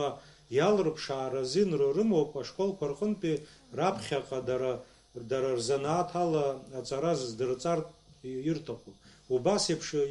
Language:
Abkhazian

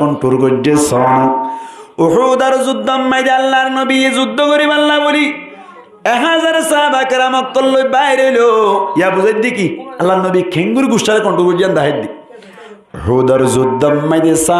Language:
Rohingya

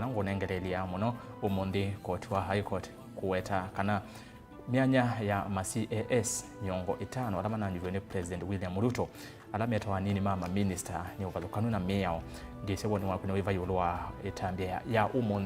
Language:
Kamba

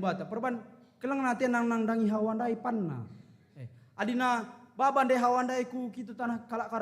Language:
Batak Karo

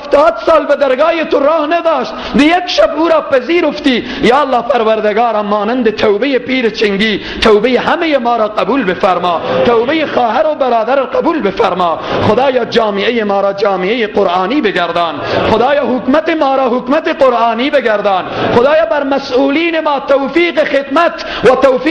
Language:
Persian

